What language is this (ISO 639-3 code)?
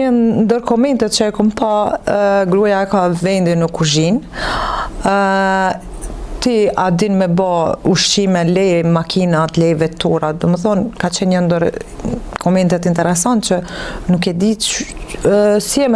sqi